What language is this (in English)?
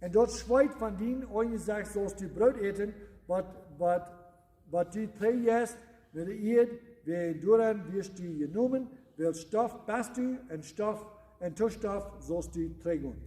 Plautdietsch